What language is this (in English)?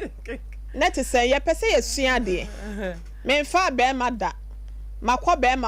Akan